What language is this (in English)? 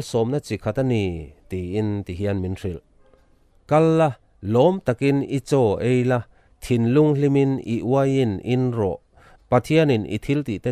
Mizo